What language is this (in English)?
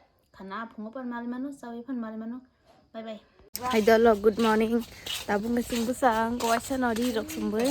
Kok Borok